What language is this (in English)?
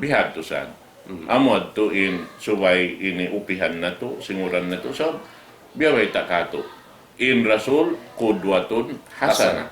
Tausug